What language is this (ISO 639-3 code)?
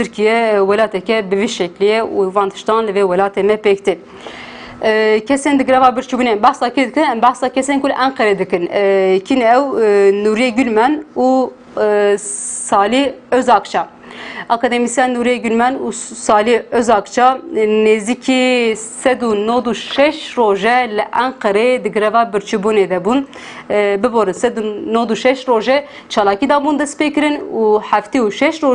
kur